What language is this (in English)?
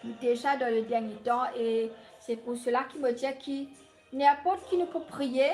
Morisyen